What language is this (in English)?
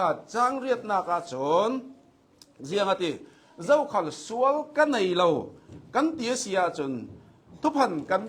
Hakha Chin